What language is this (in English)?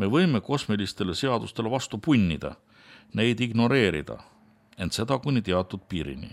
Estonian